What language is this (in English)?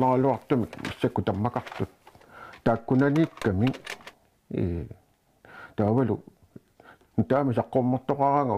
Kalaallisut